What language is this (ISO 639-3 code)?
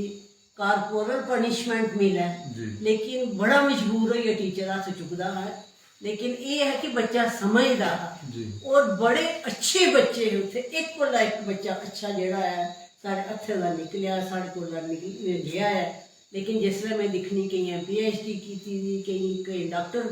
doi